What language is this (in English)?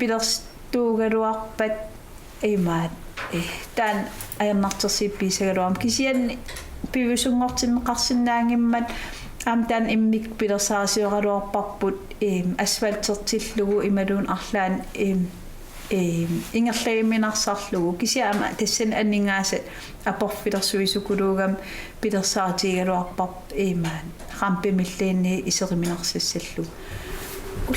Kalaallisut